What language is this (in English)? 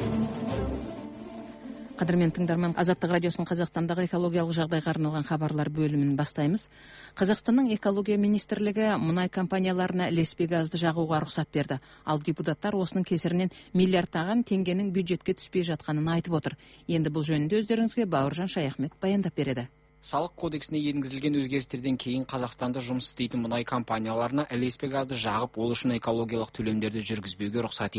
Kazakh